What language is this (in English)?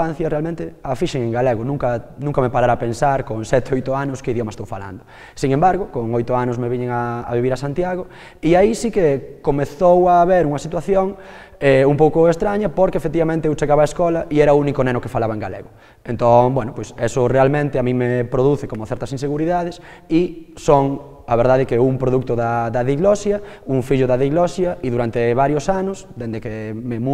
Galician